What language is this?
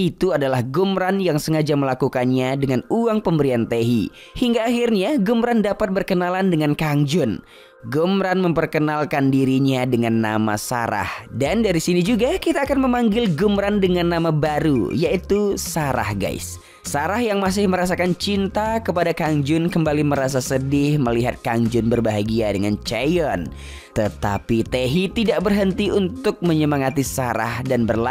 Indonesian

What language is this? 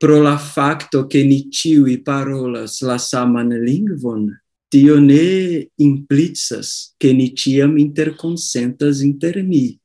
Esperanto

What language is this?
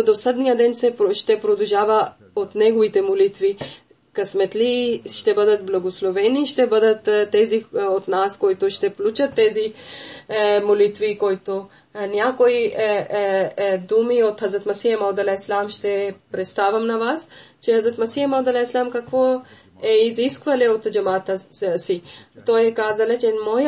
Bulgarian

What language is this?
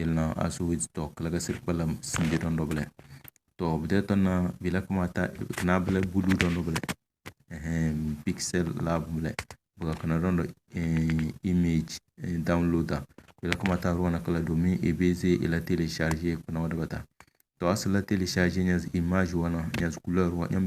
Tem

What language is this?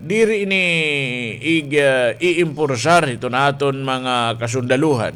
Waray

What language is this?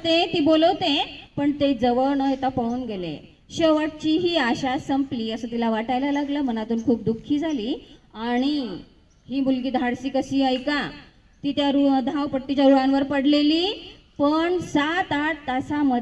Marathi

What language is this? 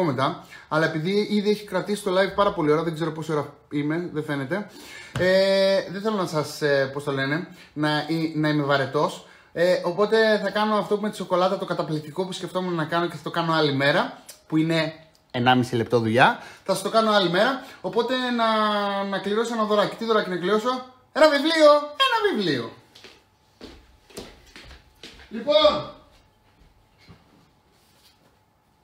Greek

